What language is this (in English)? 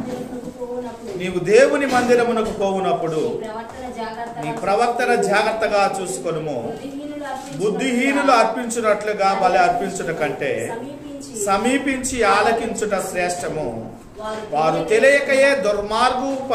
Telugu